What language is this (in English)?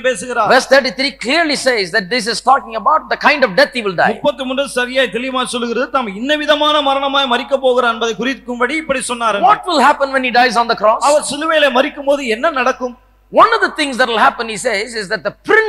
Tamil